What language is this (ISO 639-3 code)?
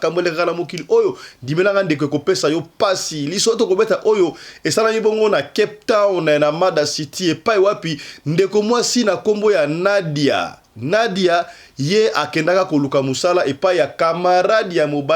lin